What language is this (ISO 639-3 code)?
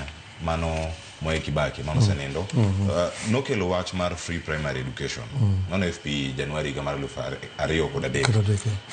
luo